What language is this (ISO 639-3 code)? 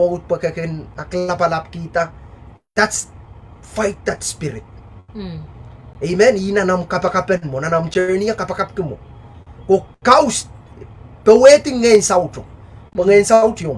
pon